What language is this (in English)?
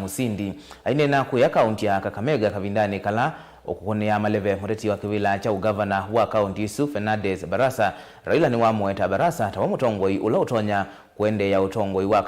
Kamba